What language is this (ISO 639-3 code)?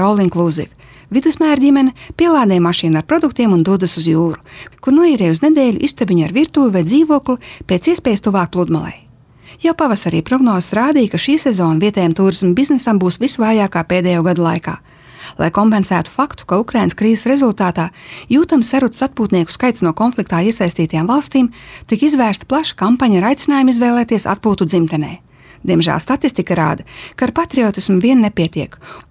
lav